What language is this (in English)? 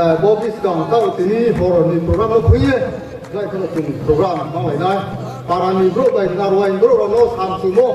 Riang (India)